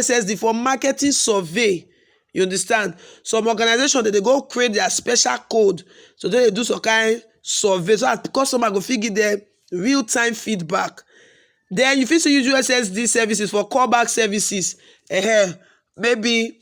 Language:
Nigerian Pidgin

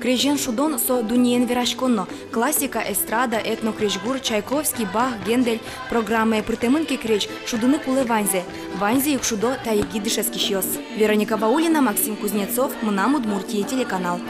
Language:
Udmurt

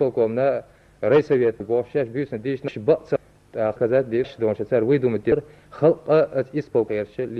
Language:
Chechen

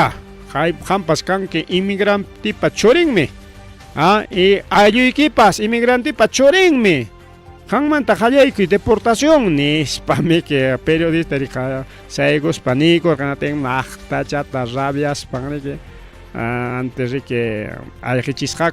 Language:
Ayacucho Quechua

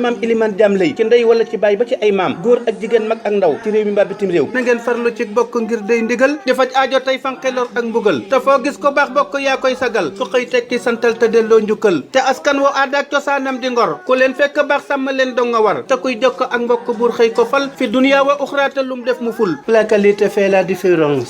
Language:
Wolof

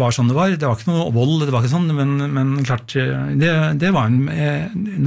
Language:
Norwegian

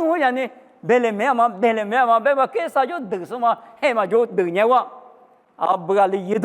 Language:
Lisu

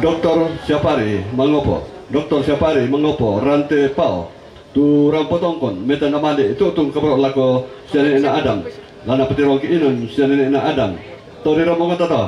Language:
Toraja-Sa'dan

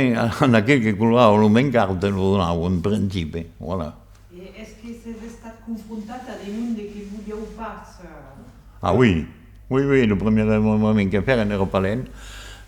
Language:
Occitan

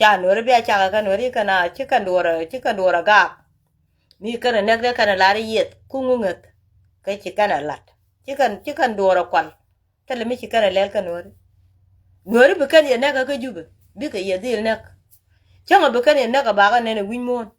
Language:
Nuer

